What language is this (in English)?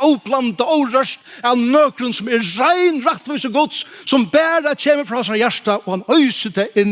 Faroese